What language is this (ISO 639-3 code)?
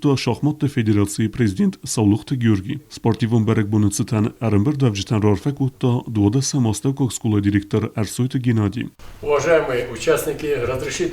oss